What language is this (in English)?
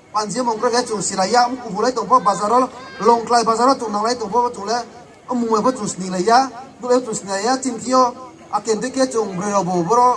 Riang (India)